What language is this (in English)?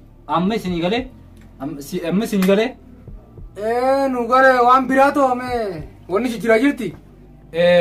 Oromo